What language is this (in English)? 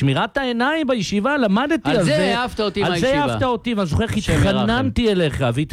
Hebrew